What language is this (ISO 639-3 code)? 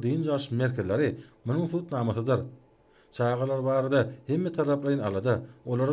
tuk